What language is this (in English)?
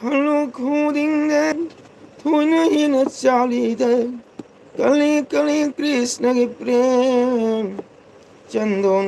Manipuri